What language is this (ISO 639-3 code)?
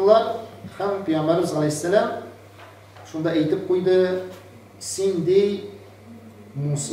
tat